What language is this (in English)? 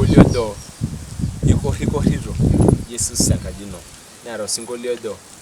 Masai